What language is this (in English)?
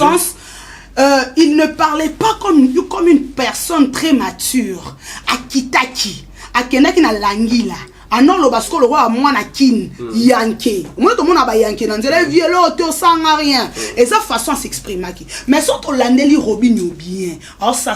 Lingala